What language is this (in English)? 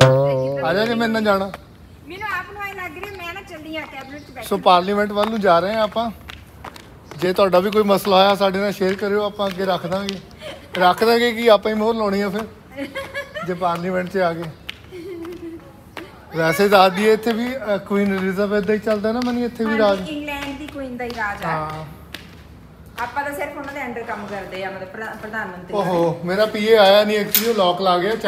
Punjabi